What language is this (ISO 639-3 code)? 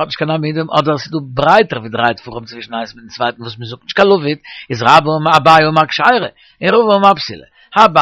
yid